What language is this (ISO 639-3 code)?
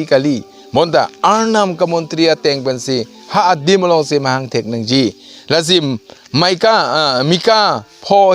mjw